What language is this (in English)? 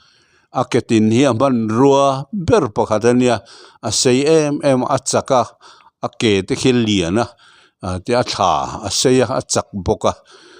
Mizo